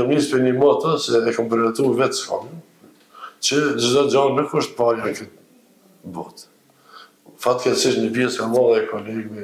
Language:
Albanian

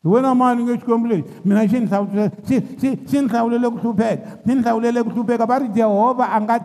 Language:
Tsonga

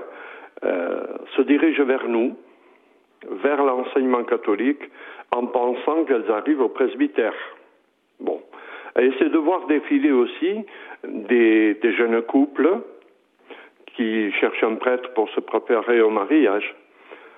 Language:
French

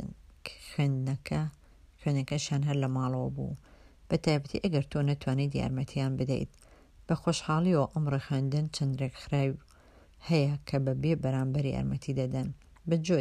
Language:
Central Kurdish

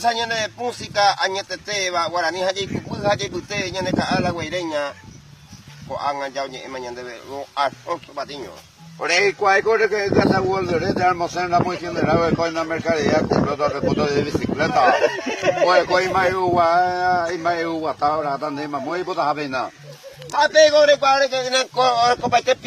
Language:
Guarani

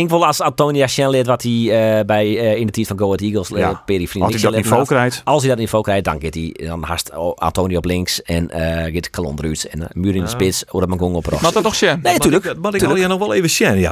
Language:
Western Frisian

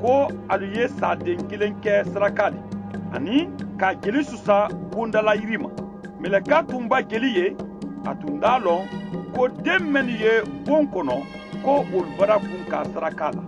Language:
Mandingo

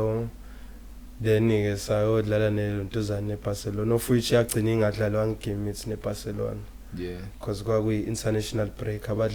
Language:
Zulu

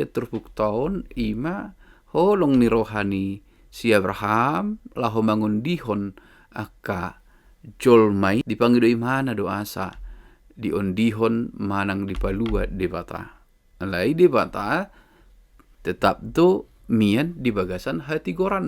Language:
Batak Toba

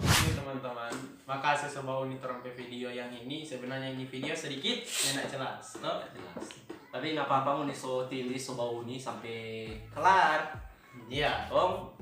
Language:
Manado Malay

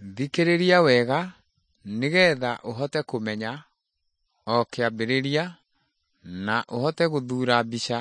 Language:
Kikuyu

